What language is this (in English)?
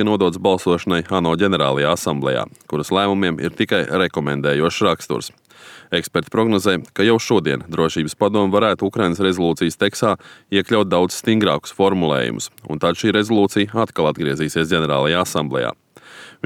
Latvian